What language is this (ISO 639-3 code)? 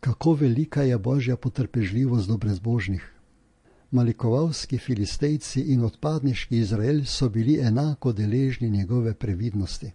slv